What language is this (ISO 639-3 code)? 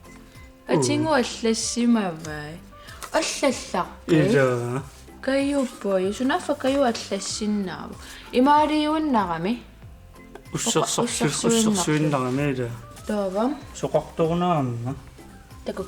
kal